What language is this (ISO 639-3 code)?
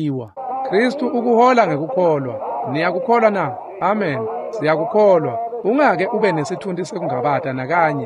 ssw